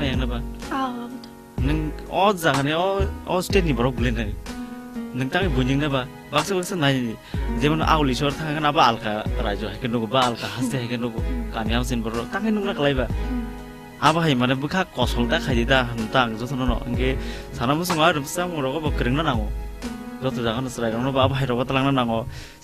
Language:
Kok Borok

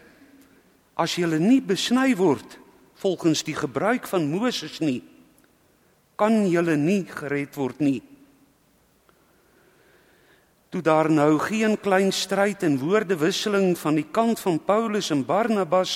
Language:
Afrikaans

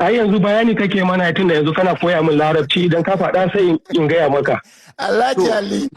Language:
Hausa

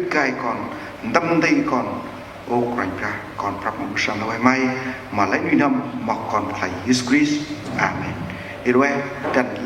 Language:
Central Mnong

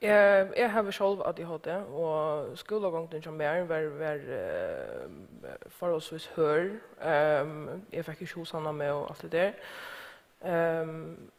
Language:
Faroese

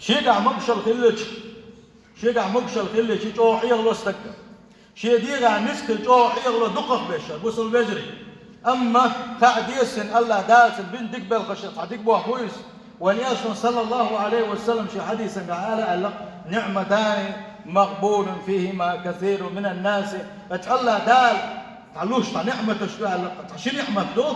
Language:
Chechen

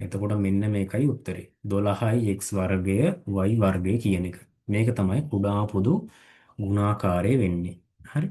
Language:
Sinhala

